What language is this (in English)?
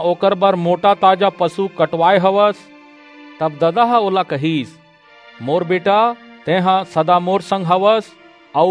Chhattisgarhi